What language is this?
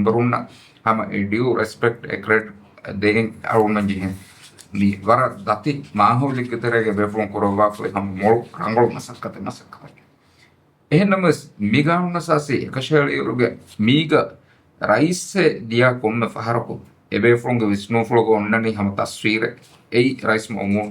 Divehi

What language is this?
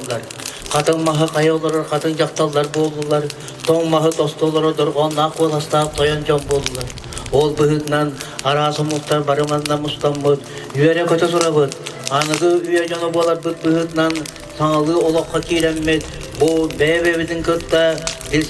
Yakut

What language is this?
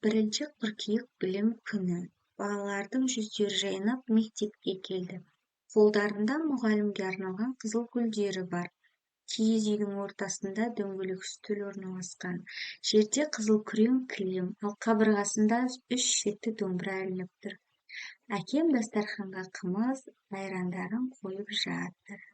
Kazakh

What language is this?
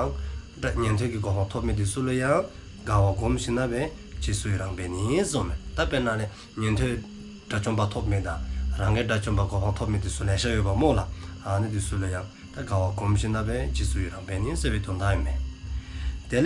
Dzongkha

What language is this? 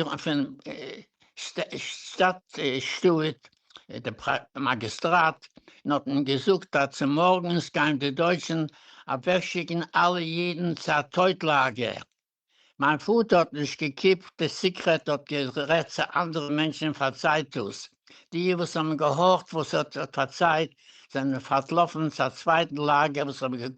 Yiddish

